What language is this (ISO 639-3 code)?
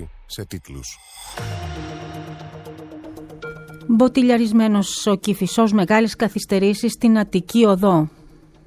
ell